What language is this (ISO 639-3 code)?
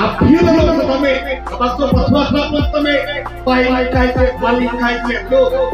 mjw